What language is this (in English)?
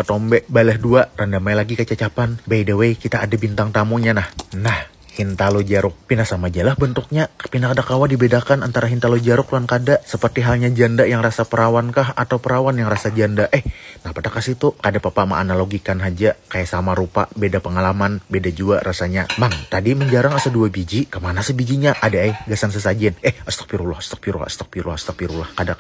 Banjar